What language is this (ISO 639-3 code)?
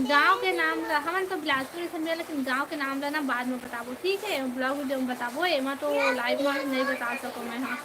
hne